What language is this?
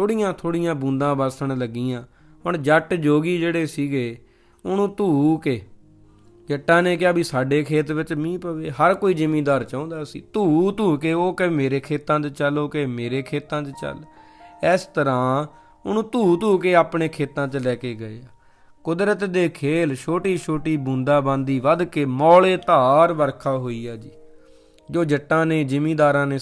Punjabi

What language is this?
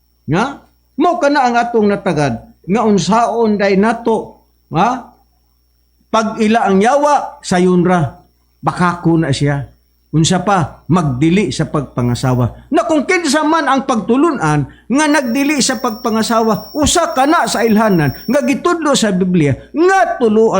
Cebuano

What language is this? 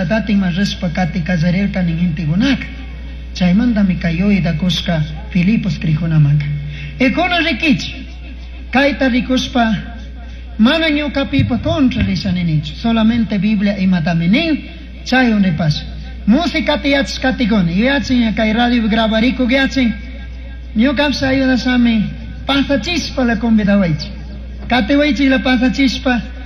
Chimborazo Highland Quichua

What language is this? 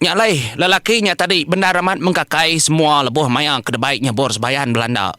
Iban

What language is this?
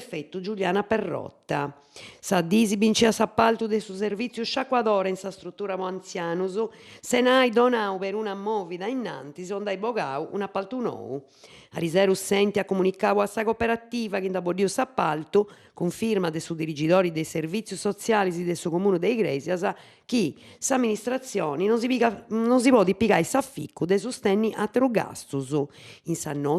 Sardinian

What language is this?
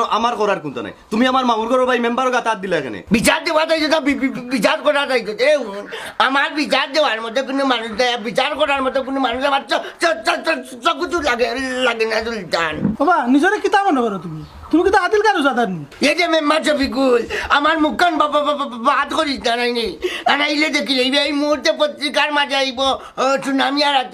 Sylheti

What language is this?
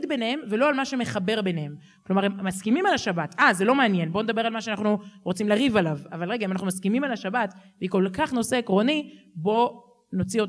Hebrew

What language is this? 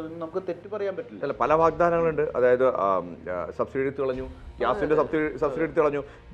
Malayalam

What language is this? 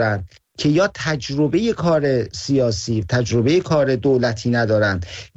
Persian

